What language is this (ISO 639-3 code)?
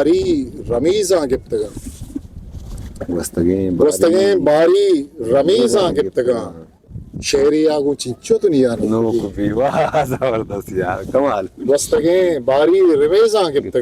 bgp